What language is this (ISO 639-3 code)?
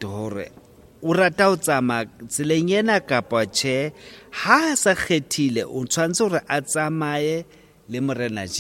sot